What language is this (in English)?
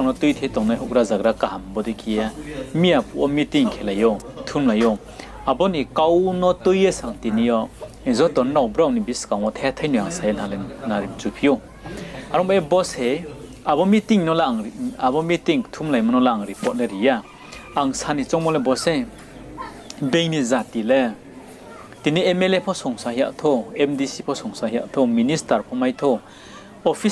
Riang (India)